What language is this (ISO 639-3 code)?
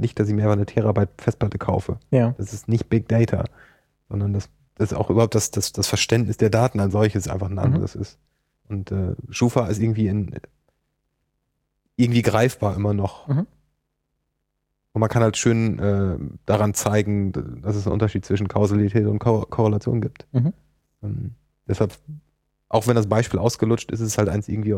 deu